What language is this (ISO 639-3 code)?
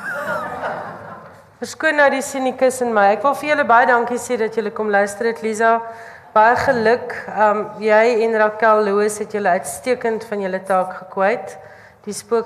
afr